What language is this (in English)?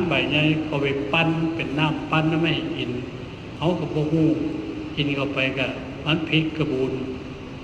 Northeastern Thai